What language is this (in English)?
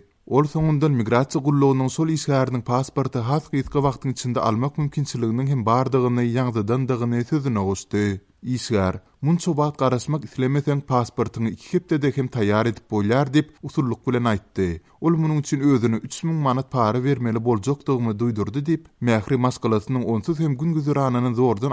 Turkmen